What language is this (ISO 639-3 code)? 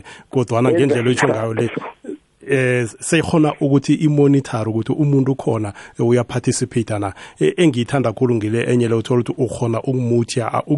nbl